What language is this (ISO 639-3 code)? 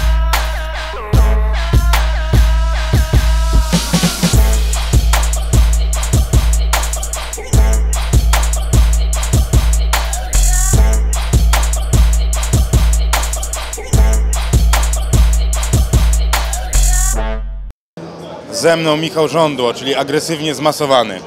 pol